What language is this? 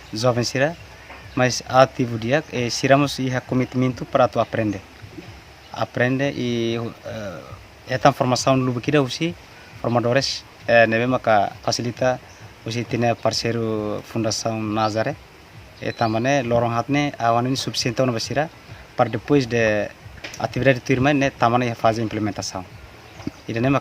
Tetum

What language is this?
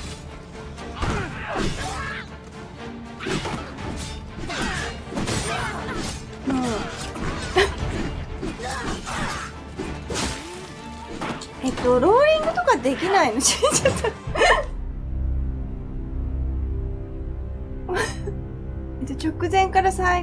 Japanese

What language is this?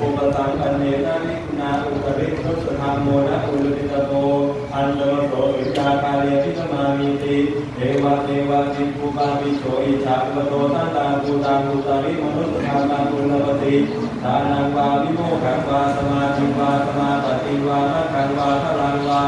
Pali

